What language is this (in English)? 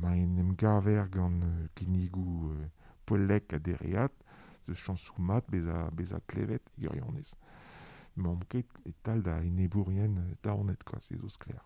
Breton